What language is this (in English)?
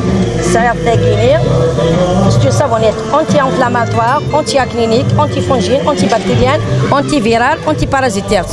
Kabyle